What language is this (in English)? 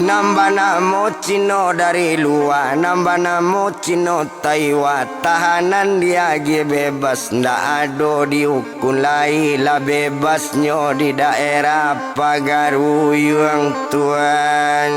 Minangkabau